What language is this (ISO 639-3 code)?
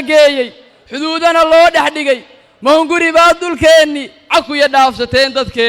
som